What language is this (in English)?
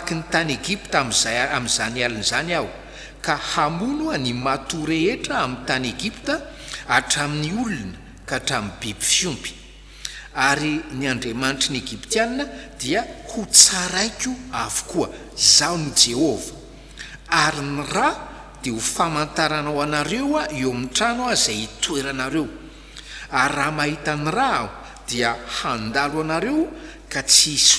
Malagasy